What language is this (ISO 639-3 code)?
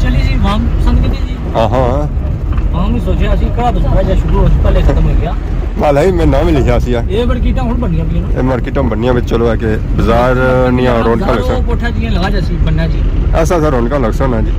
phr